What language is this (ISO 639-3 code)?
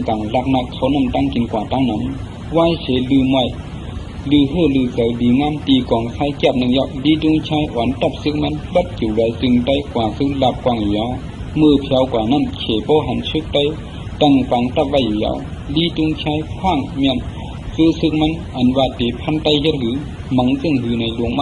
shn